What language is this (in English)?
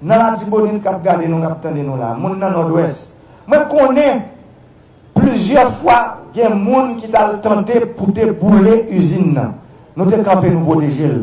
Haitian Creole